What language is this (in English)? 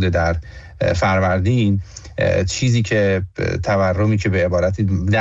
Persian